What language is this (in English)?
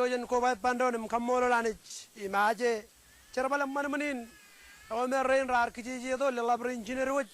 Marshallese